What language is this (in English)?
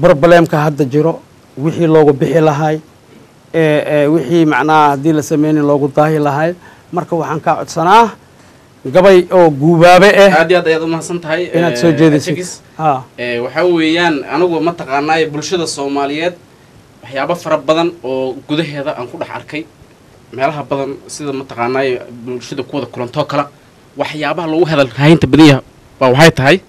Somali